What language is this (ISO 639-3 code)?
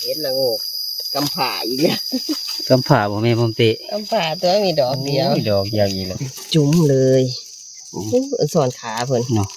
tts